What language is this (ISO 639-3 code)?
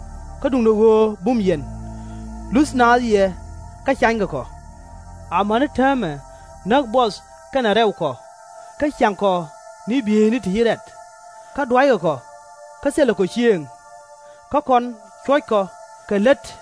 nus